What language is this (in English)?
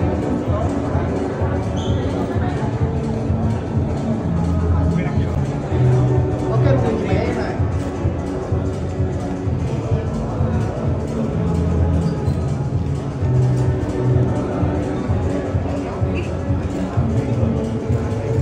Vietnamese